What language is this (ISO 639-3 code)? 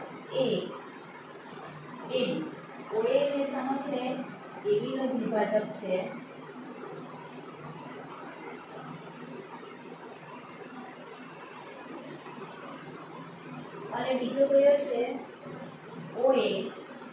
guj